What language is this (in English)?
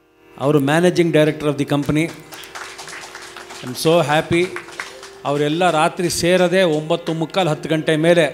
Kannada